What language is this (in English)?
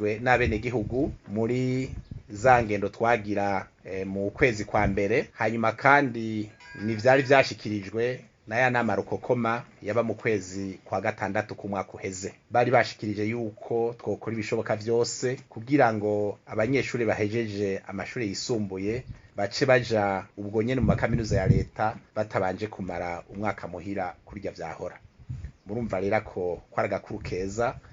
Rundi